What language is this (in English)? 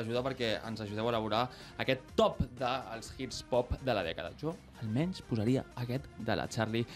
Catalan